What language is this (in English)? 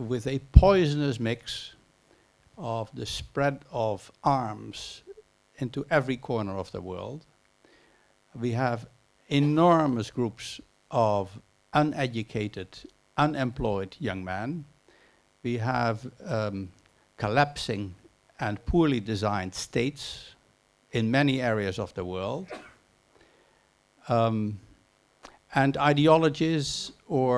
English